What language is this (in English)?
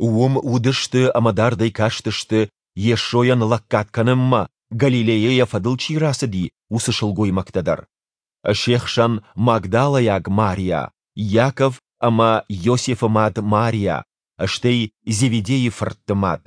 Ossetic